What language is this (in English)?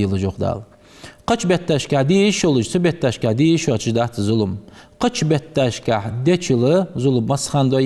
Ingush